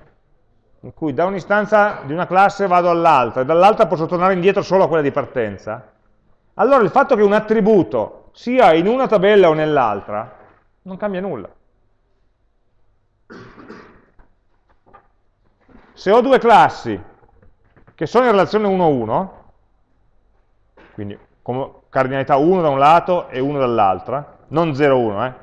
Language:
Italian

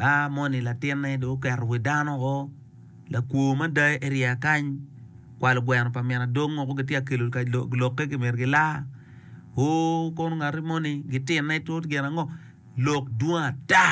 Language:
Acoli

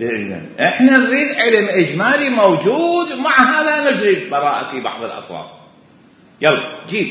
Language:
Mesopotamian Arabic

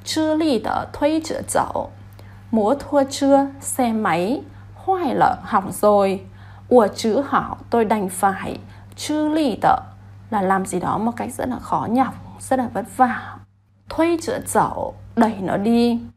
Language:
Vietnamese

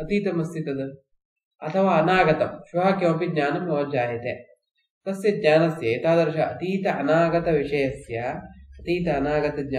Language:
Sanskrit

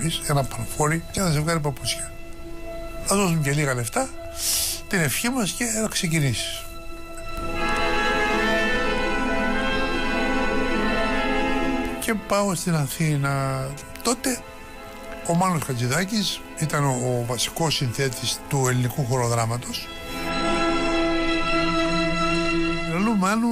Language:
Greek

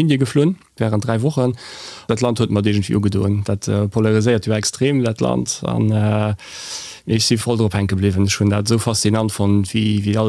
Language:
Luxembourgish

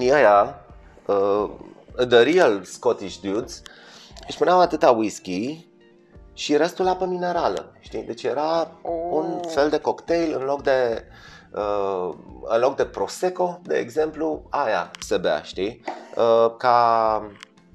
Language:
Romanian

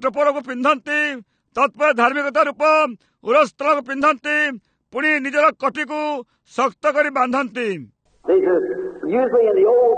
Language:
Odia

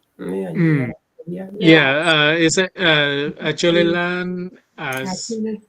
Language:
Acoli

